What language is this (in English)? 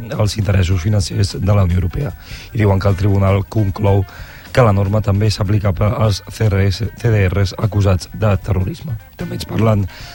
Catalan